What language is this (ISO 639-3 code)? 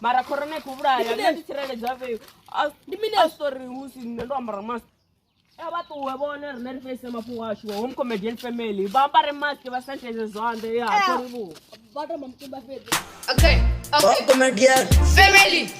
ven